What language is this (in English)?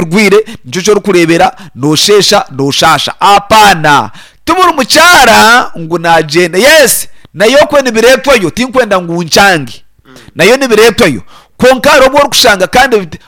Nyankole